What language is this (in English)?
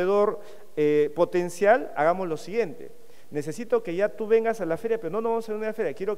Spanish